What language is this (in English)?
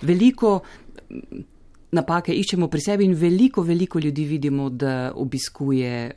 Slovenian